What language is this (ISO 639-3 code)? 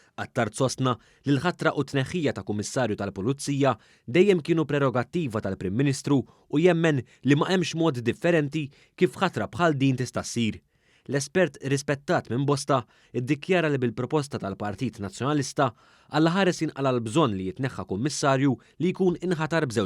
mlt